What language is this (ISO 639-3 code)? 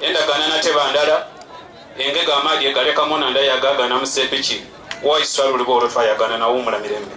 xog